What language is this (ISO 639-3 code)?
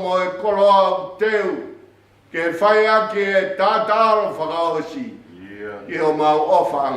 ton